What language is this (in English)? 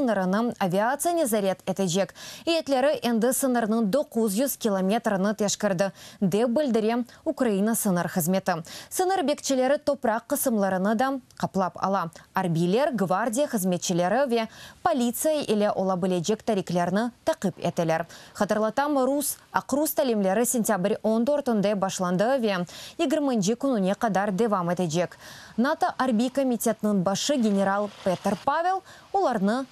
Crimean Tatar